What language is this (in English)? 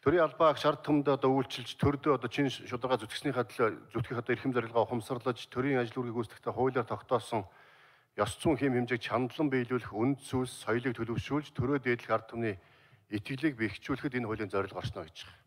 Mongolian